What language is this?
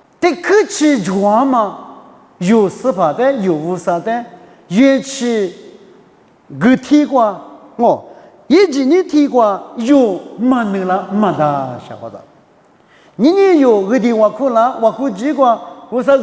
Lisu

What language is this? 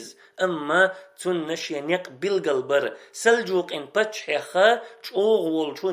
Chechen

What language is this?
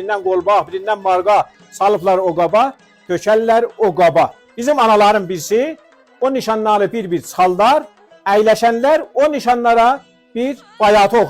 South Azerbaijani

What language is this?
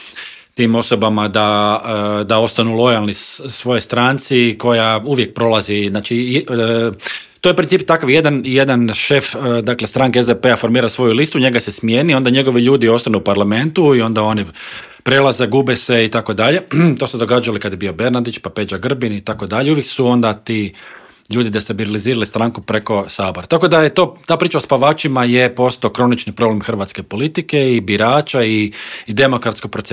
Croatian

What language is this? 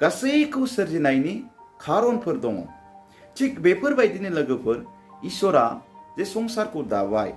Bodo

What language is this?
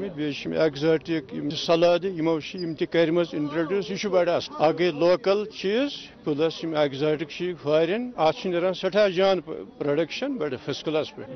Kashmiri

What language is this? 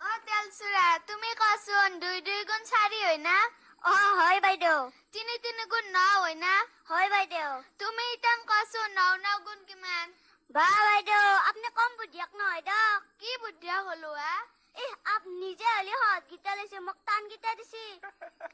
Assamese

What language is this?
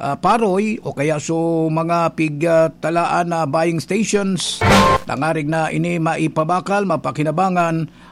Bikol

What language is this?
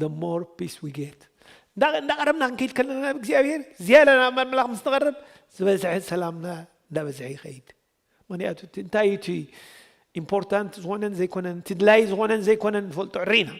Tigrinya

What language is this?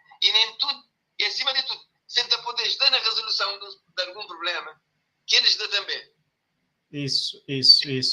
Kabuverdianu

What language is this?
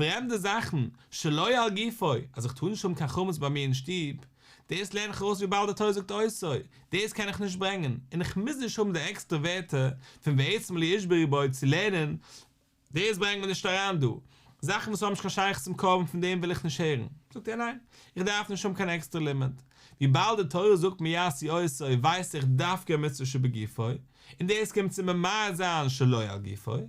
Yiddish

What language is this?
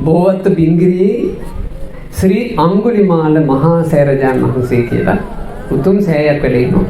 Sinhala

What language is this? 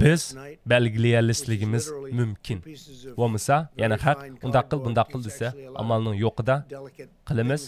Uyghur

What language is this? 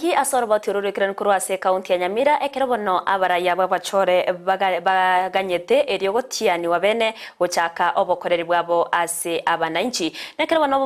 Gusii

